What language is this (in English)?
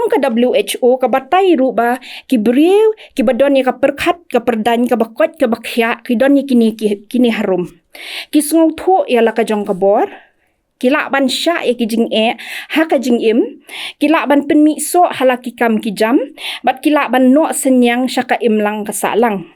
Khasi